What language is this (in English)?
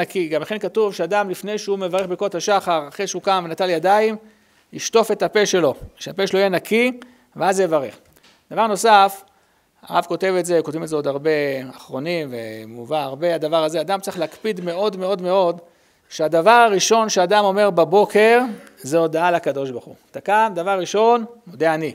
Hebrew